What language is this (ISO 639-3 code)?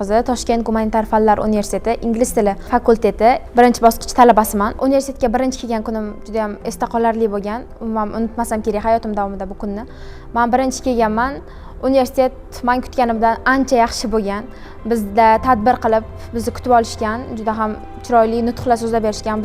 uzb